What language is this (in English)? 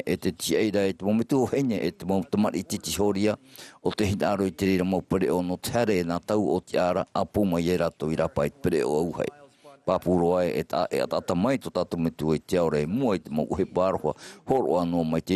Tahitian